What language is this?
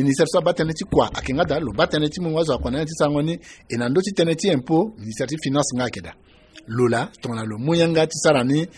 Sango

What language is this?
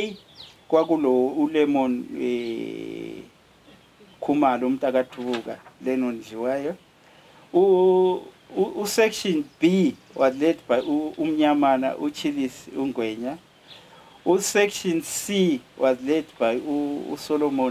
North Ndebele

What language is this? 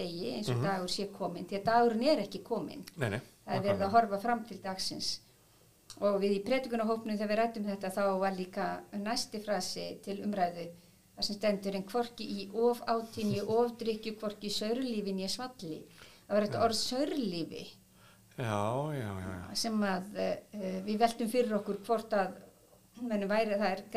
Icelandic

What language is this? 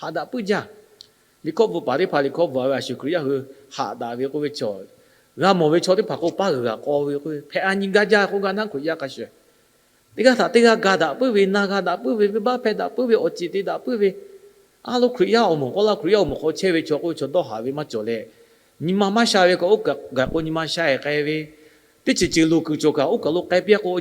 Lahu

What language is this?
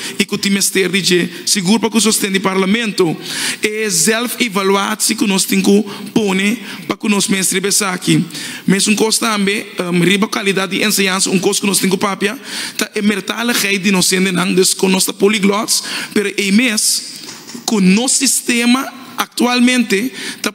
Papiamento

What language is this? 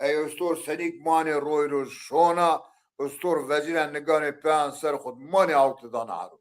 Zaza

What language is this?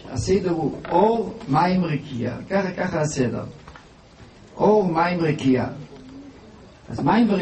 Hebrew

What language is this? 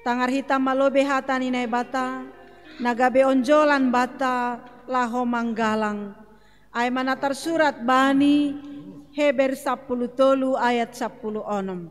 Batak Simalungun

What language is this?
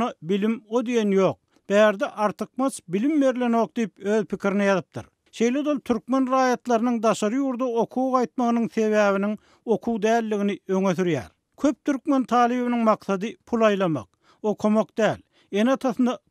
Turkmen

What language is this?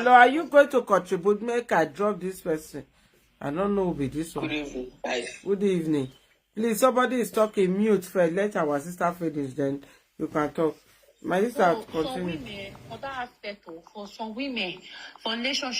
Nigerian Pidgin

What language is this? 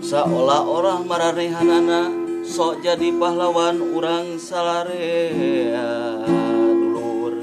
Sundanese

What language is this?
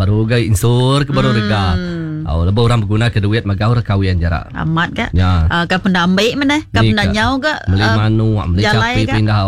Iban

